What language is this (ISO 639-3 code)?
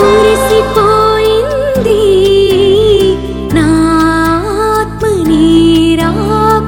tel